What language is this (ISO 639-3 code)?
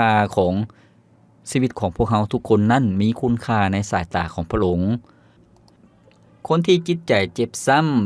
lao